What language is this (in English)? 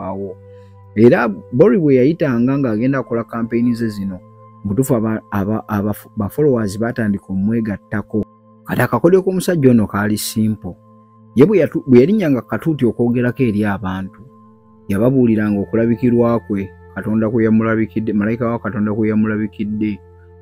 Ganda